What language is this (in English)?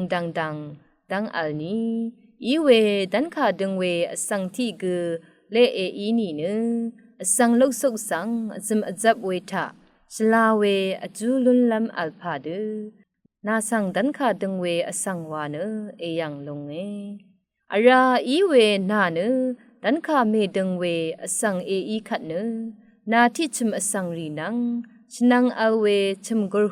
Rawang